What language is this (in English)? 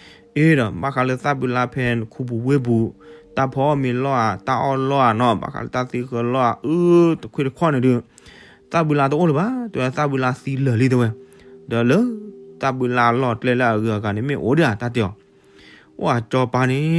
S'gaw Karen